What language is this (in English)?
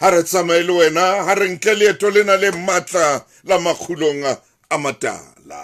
Southern Sotho